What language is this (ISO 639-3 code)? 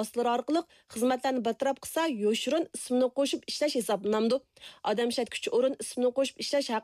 uig